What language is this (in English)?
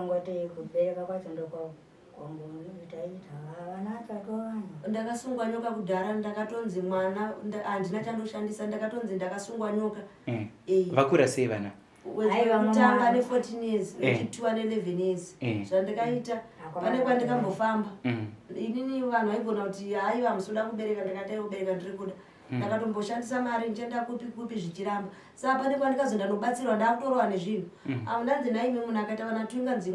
Shona